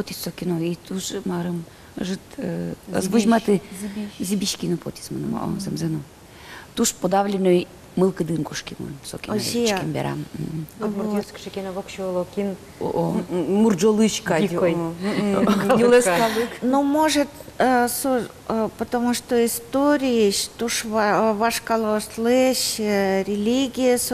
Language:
Udmurt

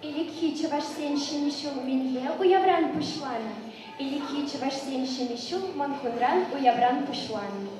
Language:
Chuvash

